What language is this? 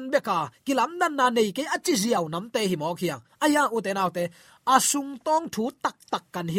Tedim Chin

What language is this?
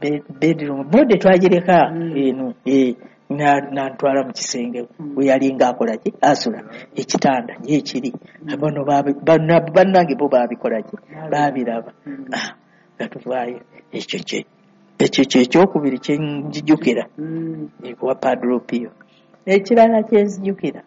Ganda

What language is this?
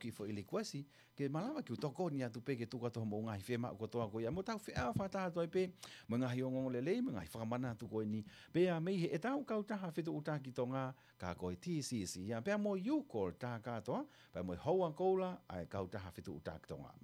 Tongan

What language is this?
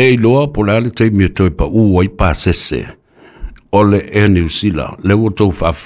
Samoan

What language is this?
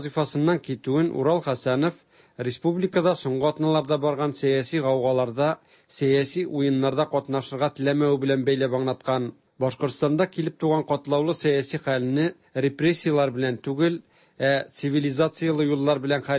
Tatar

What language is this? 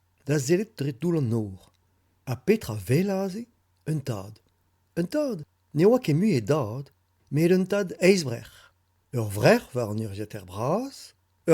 Breton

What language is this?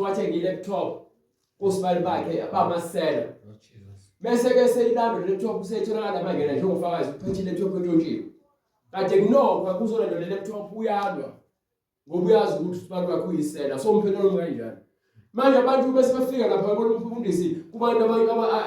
Zulu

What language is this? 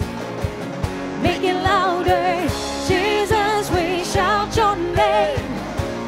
Dutch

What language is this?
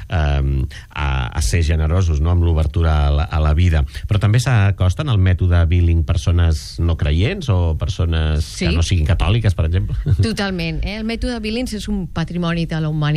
Catalan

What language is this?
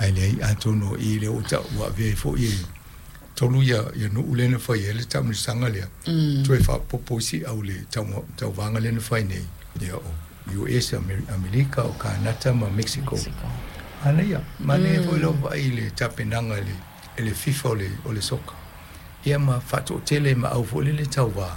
Samoan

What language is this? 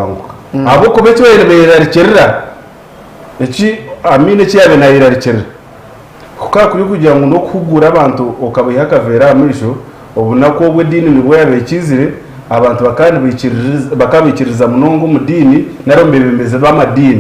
Nyankole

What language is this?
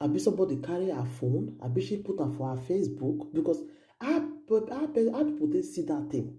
Nigerian Pidgin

